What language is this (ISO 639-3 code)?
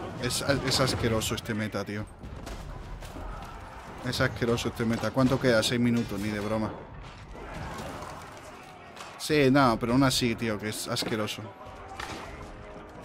spa